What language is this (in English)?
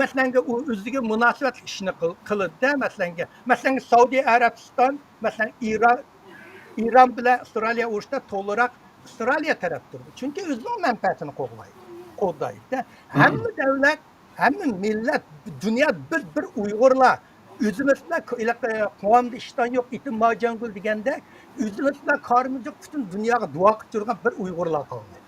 Uyghur